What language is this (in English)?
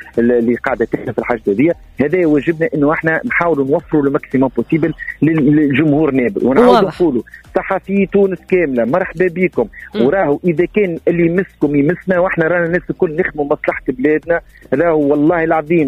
Tunisian Arabic